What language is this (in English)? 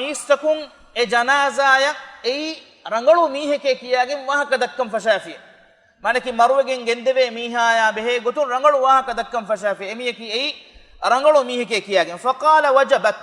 Divehi